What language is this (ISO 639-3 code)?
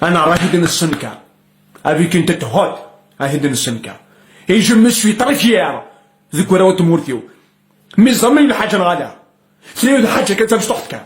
kab